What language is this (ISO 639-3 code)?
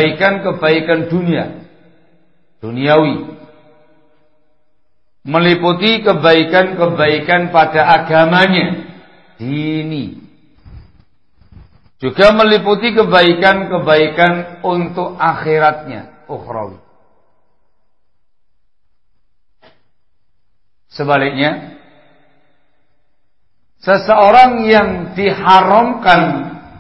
ind